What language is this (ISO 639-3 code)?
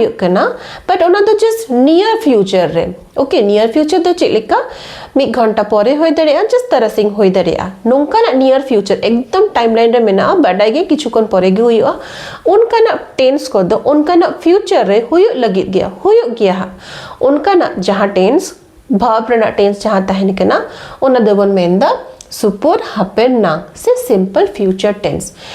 sat